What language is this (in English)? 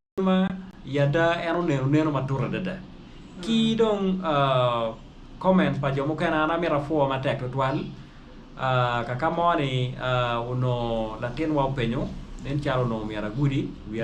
Acoli